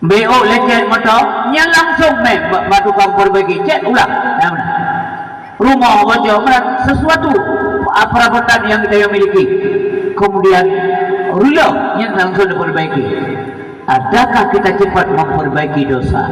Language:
Achinese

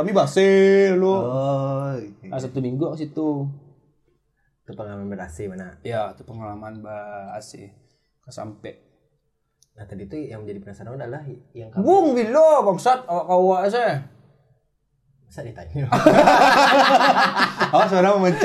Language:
Indonesian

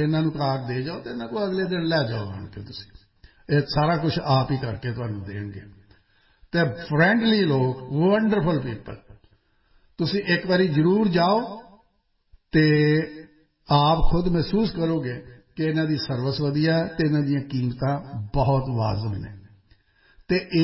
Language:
Punjabi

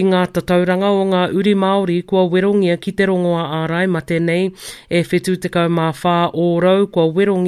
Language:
Māori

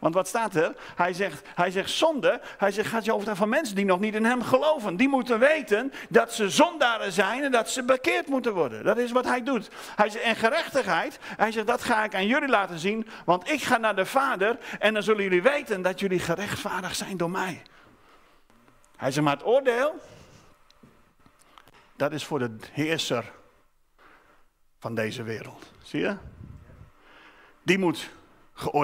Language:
Dutch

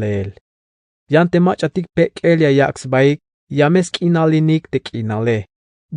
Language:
Tzeltal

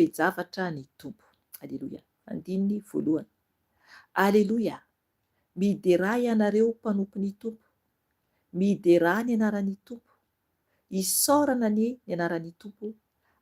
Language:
Malagasy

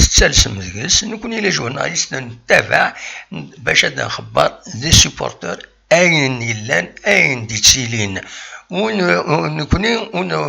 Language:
Kabyle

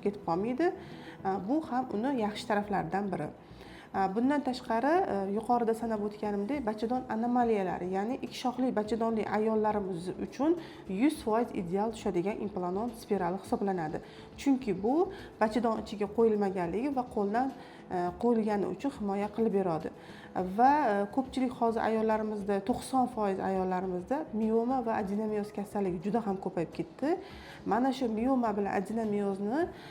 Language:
Uzbek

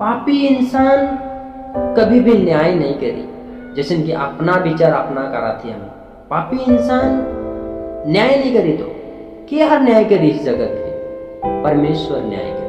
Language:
Sadri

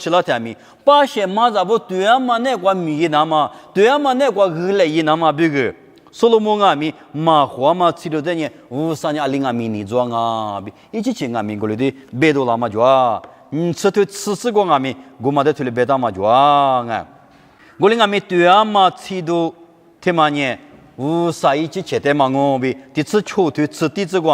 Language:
Lisu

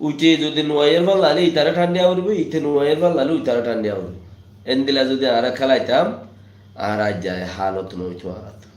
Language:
Rohingya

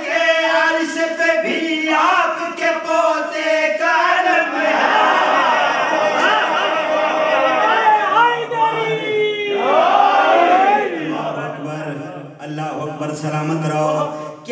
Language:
Urdu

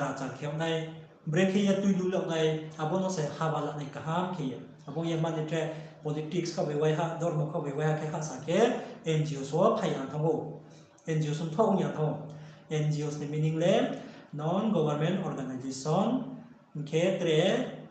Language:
Riang (India)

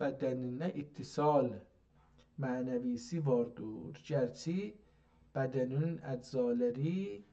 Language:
South Azerbaijani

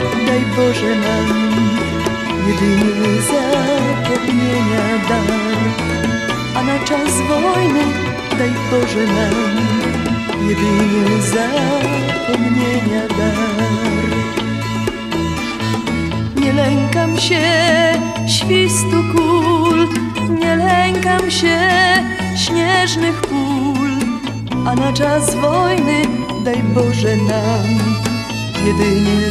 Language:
Polish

